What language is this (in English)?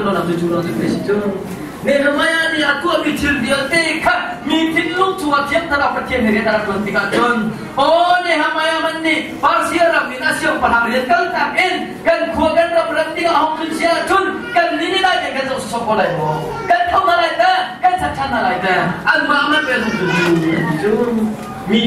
Hakha Chin